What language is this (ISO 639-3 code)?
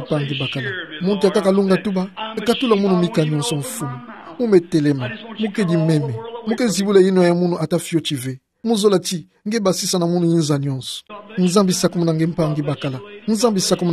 ktu